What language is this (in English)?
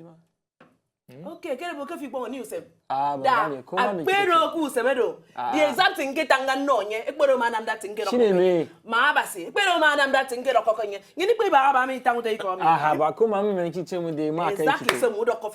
Nigerian Pidgin